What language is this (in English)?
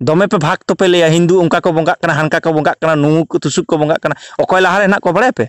Santali